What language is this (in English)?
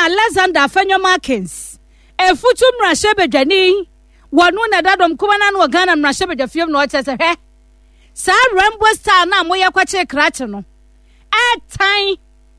Akan